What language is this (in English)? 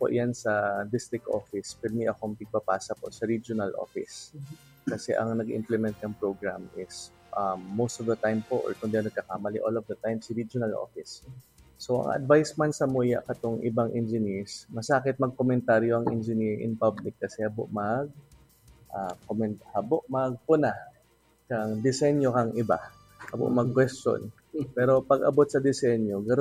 Bikol